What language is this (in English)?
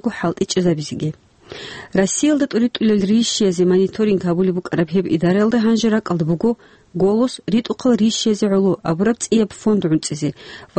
Avaric